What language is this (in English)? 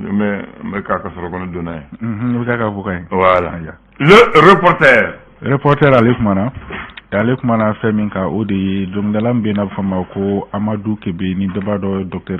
Bambara